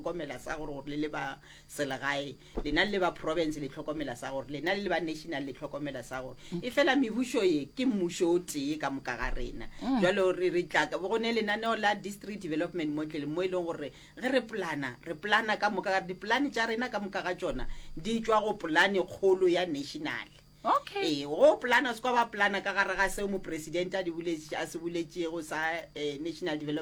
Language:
Northern Sotho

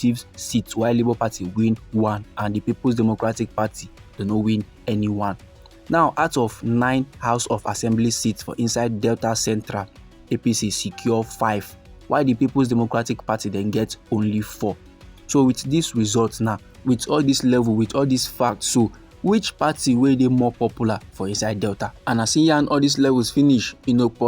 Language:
Nigerian Pidgin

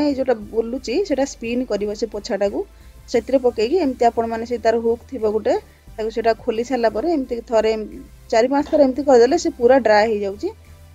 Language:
Odia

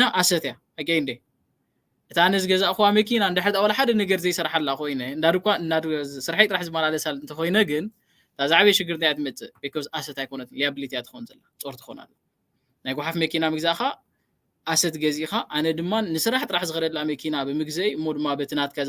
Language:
Tigrinya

